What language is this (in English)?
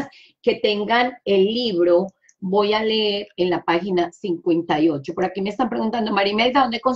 Spanish